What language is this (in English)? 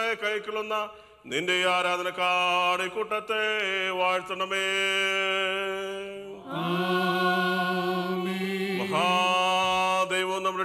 Malayalam